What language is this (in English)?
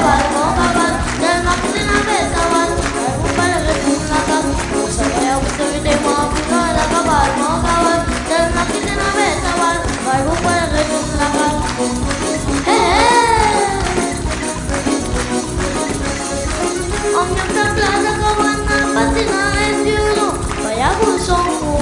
French